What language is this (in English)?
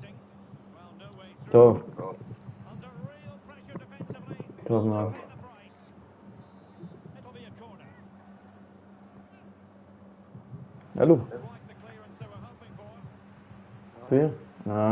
Hebrew